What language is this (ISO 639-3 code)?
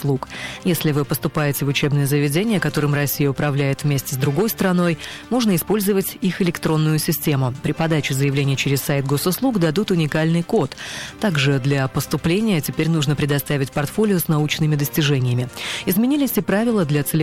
rus